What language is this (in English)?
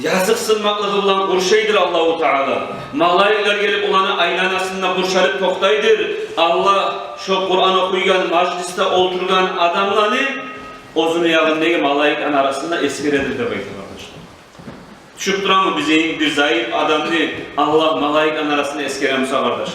Kumyk